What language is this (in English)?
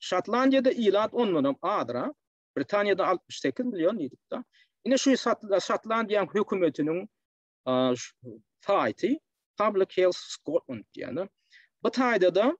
Turkmen